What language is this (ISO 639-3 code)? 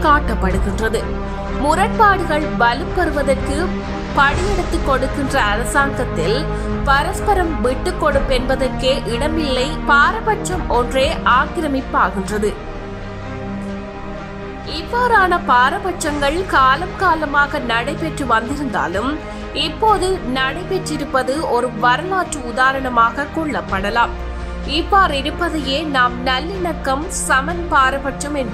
tam